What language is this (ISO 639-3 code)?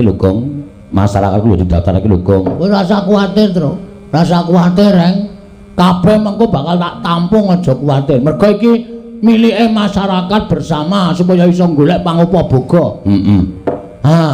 jav